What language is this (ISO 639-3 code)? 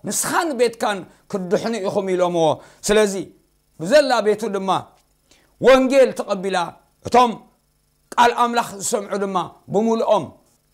tir